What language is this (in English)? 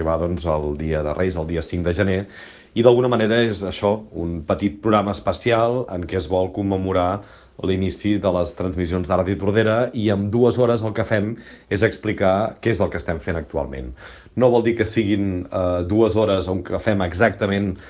Catalan